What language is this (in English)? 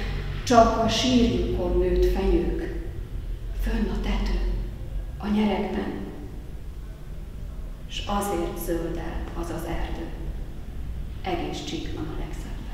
Hungarian